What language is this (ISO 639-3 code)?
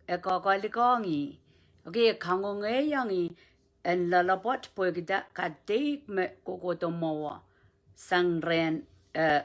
pon